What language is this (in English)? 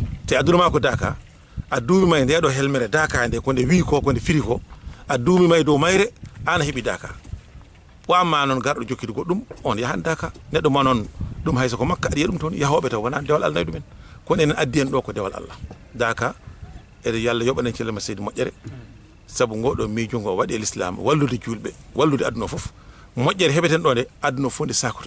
Fula